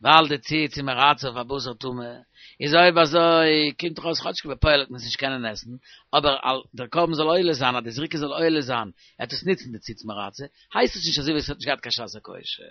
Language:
Yiddish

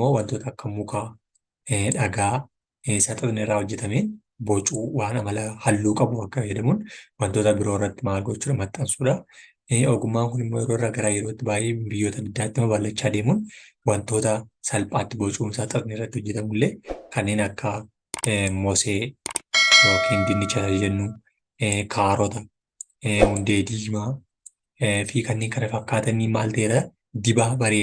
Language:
Oromo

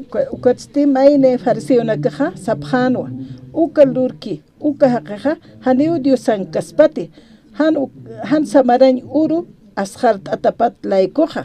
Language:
Aymara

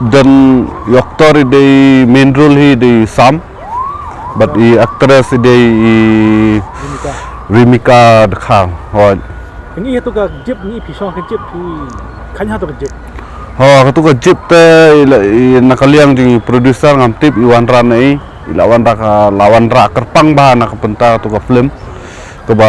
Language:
Khasi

